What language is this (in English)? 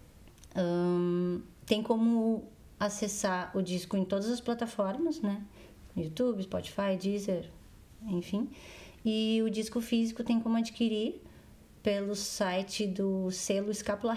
Portuguese